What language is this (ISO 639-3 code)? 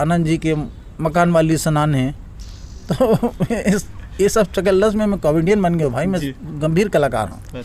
hne